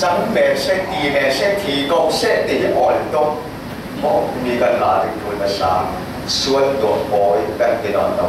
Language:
Falam Chin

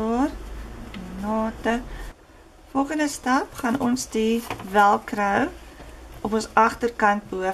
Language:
Afrikaans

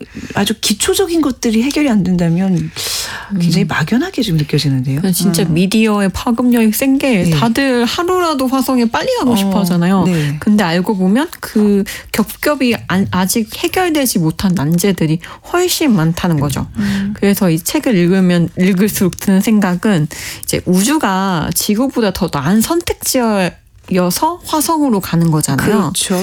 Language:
Korean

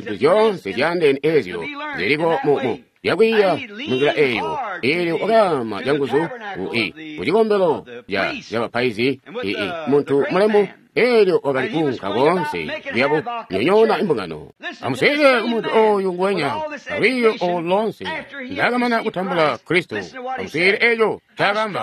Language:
Tonga (Zambia)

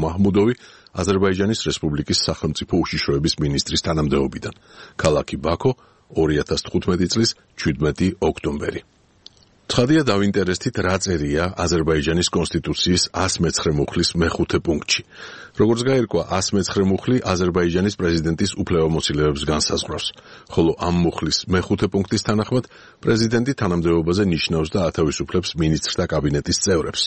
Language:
Georgian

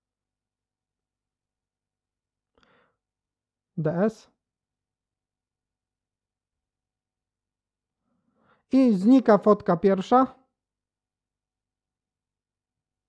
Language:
Polish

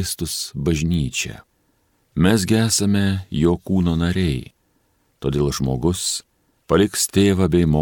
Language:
Lithuanian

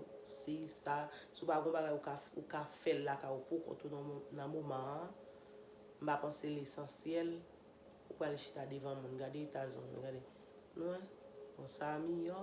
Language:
Haitian Creole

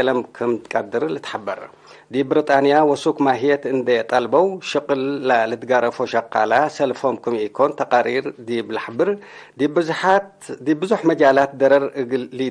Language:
Tigre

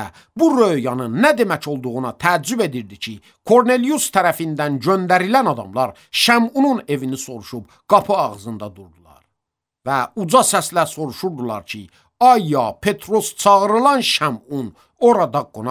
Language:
Azerbaijani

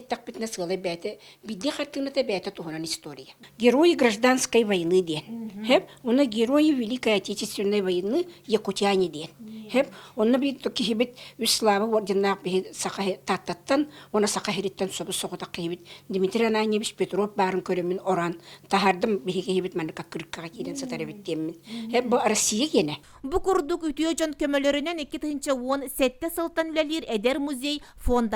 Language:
Yakut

